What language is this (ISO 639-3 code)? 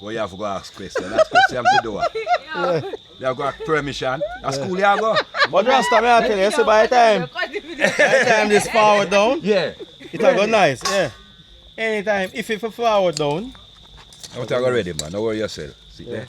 jam